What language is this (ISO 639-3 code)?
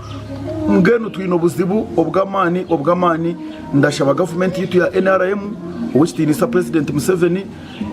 nyn